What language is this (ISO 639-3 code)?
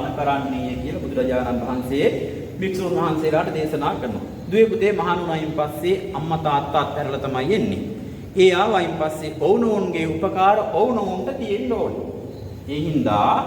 sin